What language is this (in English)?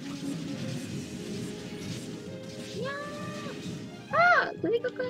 Japanese